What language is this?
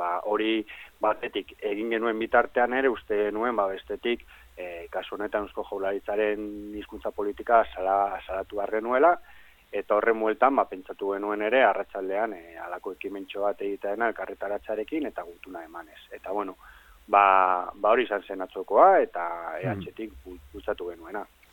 Basque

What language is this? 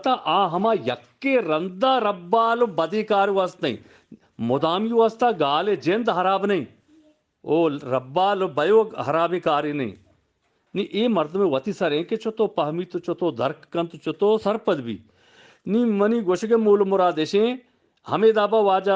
Eastern Balochi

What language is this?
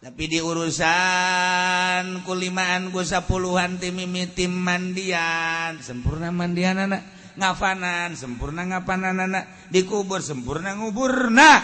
Sundanese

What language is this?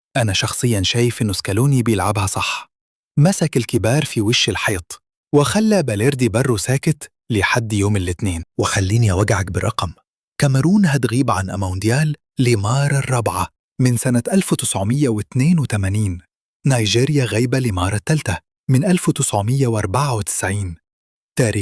Egyptian Arabic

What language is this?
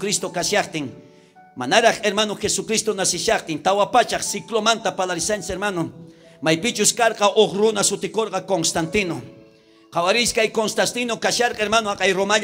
South Bolivian Quechua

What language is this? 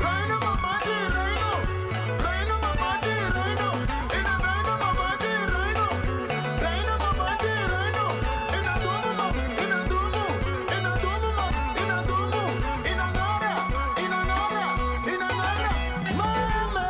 Meru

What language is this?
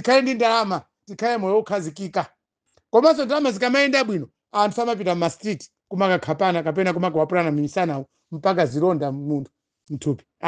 Nyanja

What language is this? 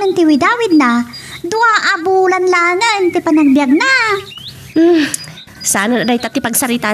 Iloko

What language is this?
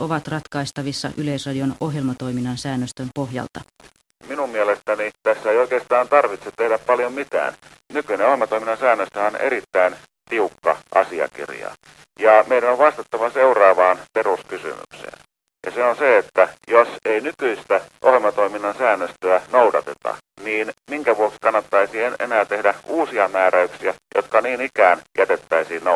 Finnish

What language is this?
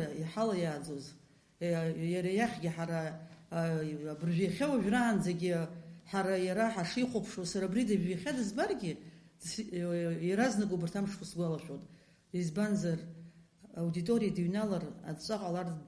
Abkhazian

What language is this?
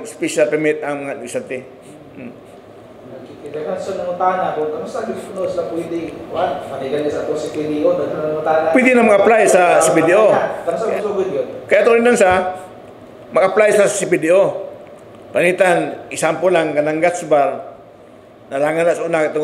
Cebuano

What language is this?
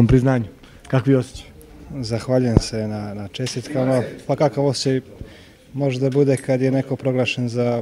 Serbian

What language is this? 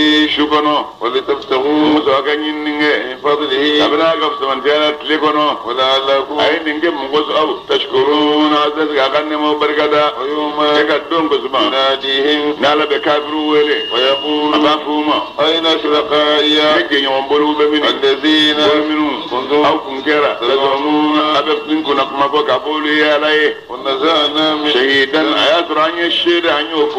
Bambara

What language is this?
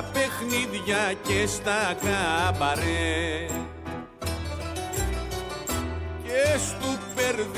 Greek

